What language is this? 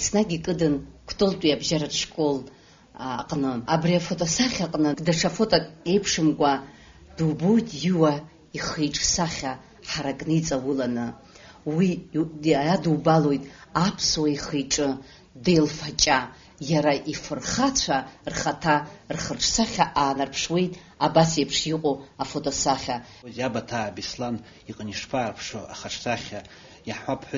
Abkhazian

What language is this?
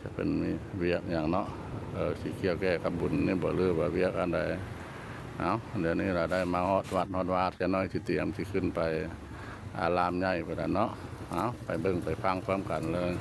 Lao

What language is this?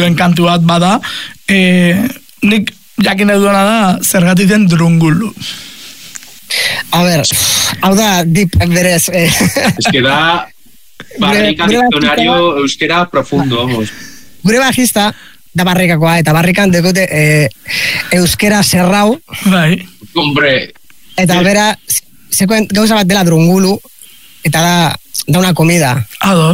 Basque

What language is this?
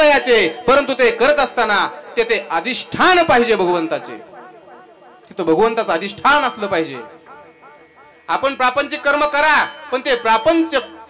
Marathi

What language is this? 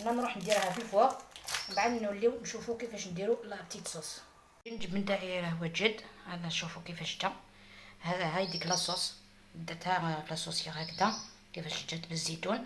Algerian Arabic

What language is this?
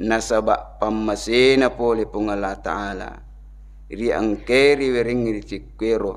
Buginese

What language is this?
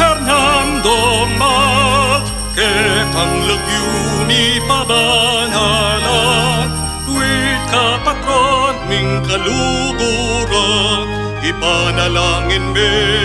Pampanga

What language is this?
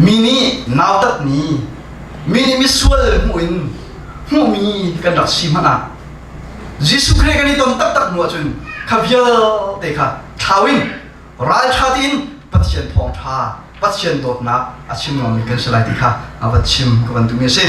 Hakha Chin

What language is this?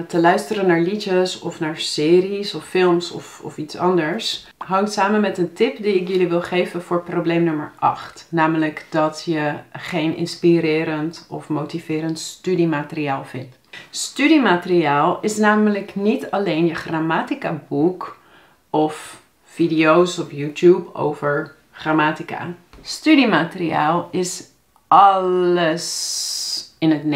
Dutch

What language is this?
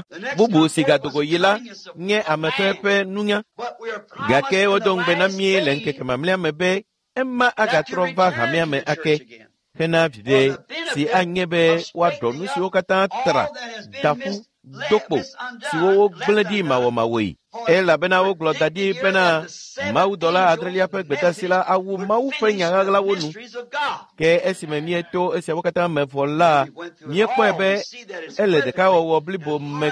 Ewe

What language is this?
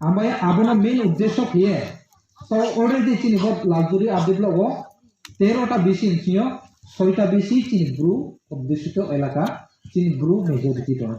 Riang (India)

